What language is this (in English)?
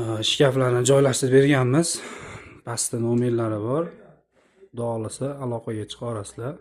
Uzbek